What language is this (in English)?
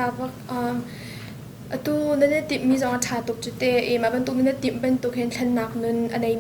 Hakha Chin